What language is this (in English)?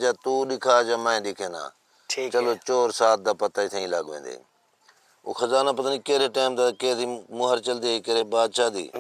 Saraiki